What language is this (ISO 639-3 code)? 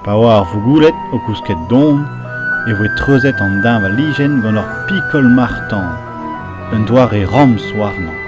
bre